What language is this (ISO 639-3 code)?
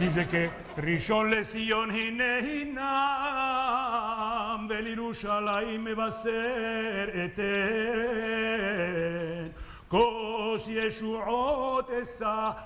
lad